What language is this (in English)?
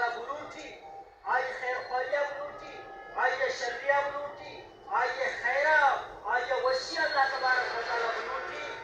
Baluchi